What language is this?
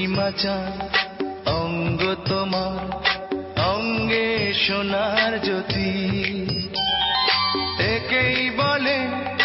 Bangla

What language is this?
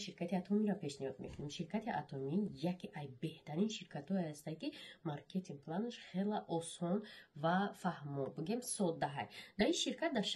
Tajik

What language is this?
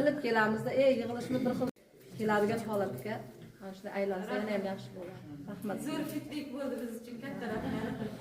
Uzbek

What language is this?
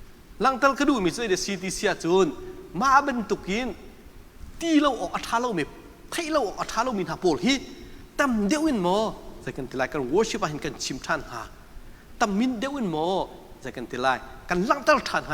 Hakha Chin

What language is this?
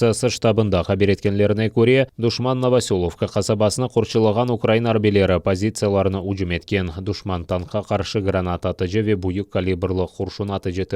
Crimean Tatar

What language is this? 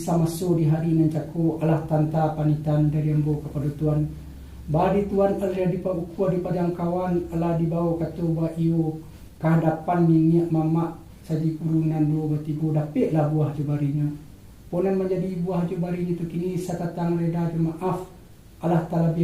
Minangkabau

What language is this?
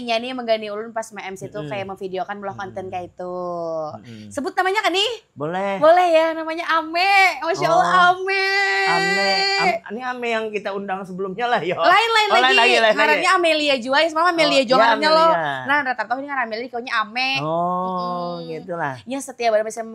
Banjar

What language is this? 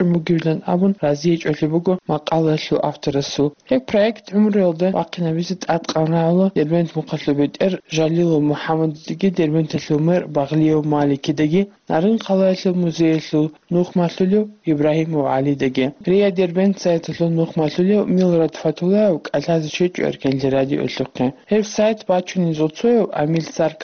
Avaric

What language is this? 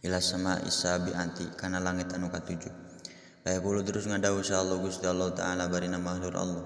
Sundanese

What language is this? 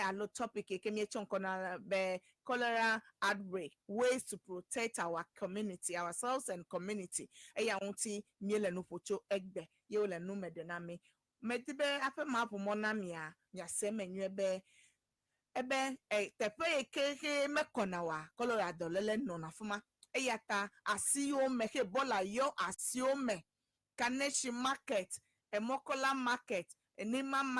Ewe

